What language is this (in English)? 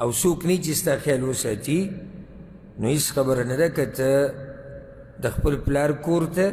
Pashto